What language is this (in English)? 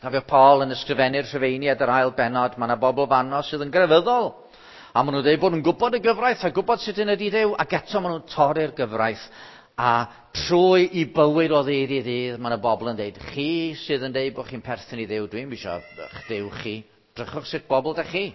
Welsh